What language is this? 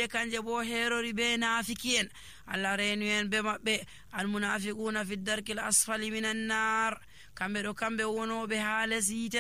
Nigerian Fulfulde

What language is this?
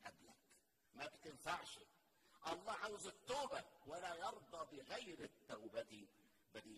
Egyptian Arabic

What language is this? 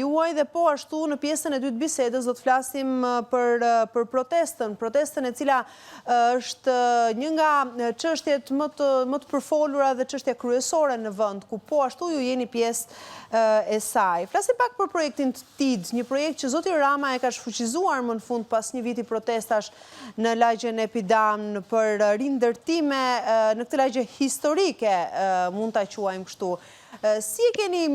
Albanian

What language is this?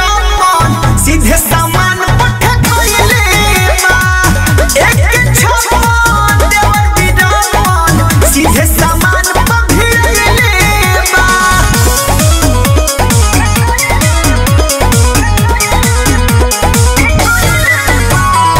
Bhojpuri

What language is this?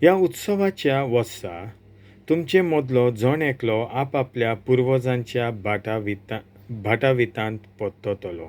Konkani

